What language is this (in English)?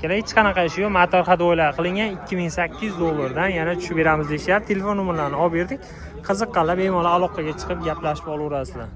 Uzbek